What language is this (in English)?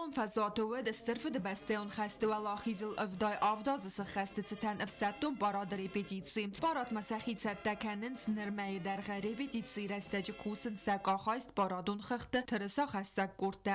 Ossetic